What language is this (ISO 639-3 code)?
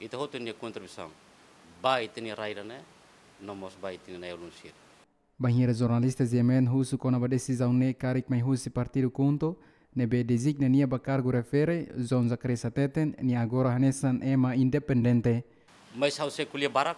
tet